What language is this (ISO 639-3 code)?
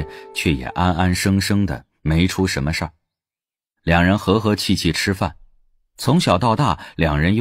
zho